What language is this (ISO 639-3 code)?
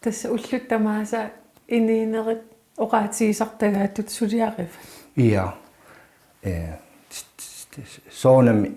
kal